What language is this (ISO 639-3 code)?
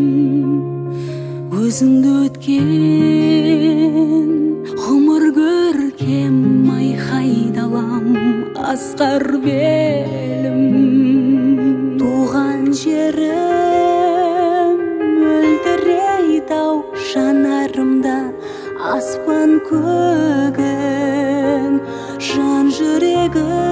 kaz